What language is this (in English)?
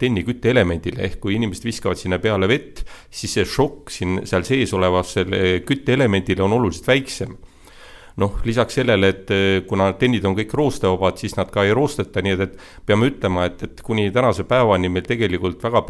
Estonian